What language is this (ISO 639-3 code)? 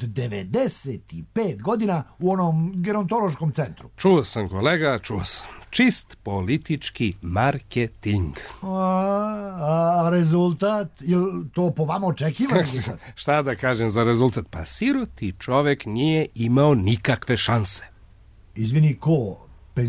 srp